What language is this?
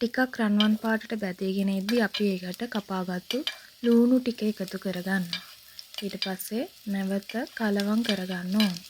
Sinhala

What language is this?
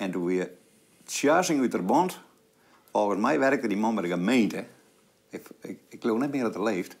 Western Frisian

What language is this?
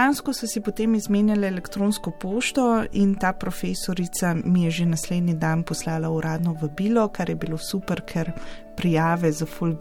Slovenian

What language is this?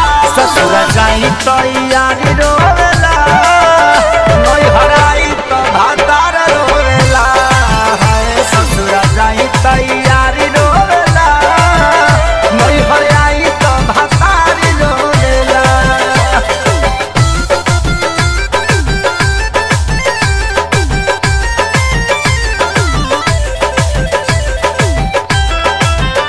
Bhojpuri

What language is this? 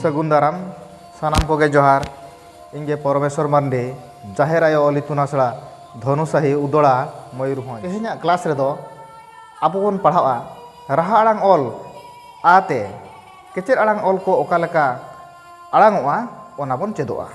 Santali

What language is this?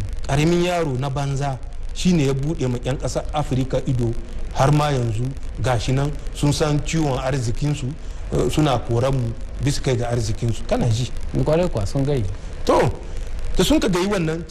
Hausa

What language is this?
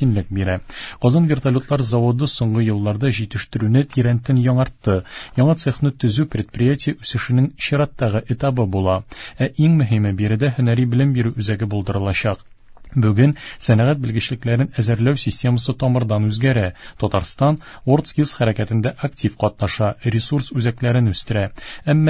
Tatar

